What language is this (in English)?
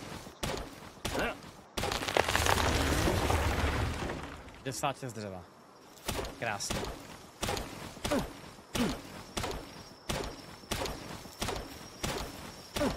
Czech